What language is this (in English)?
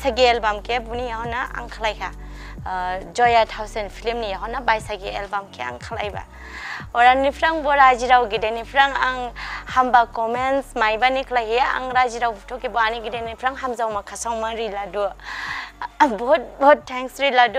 Dimasa